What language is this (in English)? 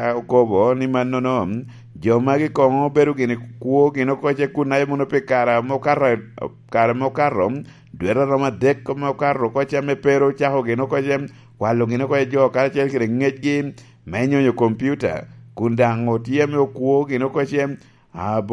Lango (Uganda)